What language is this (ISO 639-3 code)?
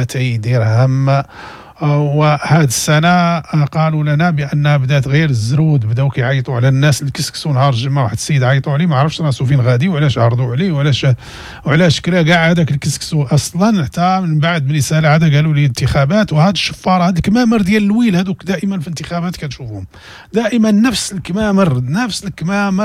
ary